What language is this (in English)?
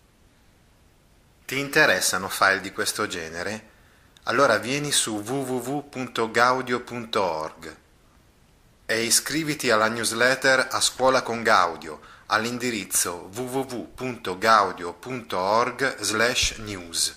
Italian